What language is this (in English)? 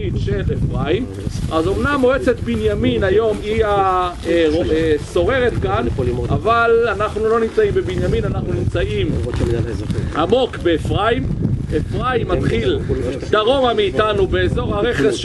Hebrew